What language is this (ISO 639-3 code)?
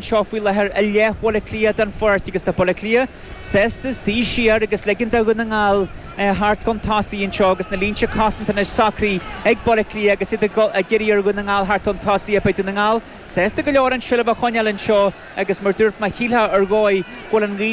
gle